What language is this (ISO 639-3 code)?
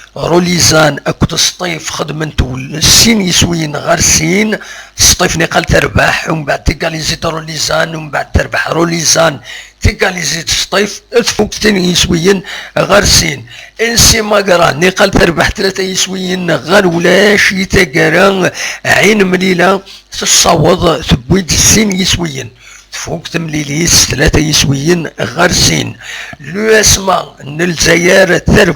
kab